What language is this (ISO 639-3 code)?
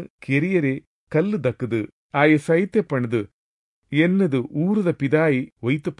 tcy